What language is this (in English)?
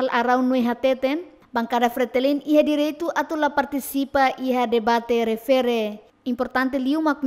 Tetum